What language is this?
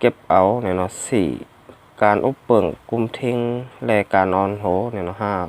Shan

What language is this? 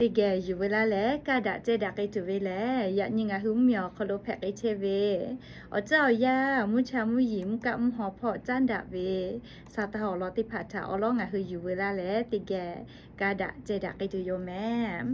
Lahu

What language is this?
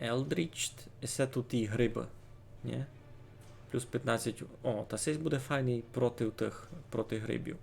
Rusyn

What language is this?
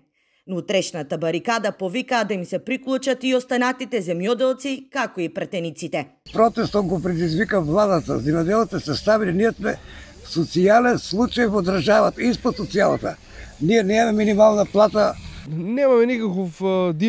Macedonian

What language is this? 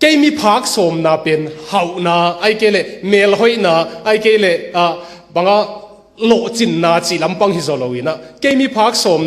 Tedim Chin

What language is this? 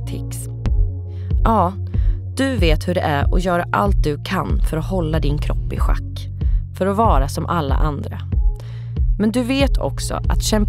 Swedish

